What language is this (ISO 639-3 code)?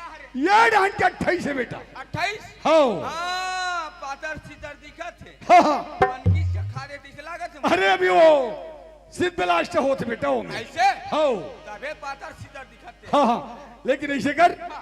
hne